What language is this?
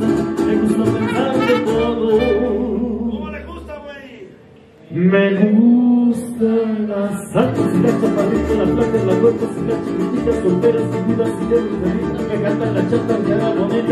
Spanish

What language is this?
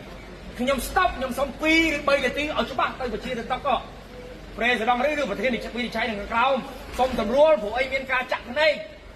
Khmer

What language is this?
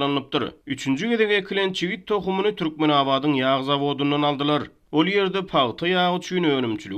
Turkmen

